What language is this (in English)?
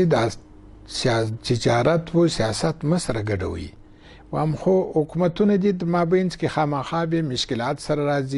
Pashto